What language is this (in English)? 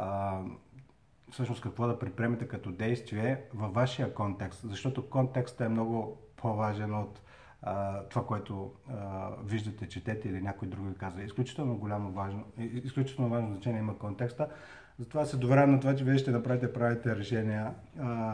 Bulgarian